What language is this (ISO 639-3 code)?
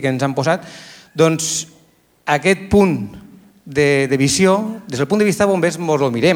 cat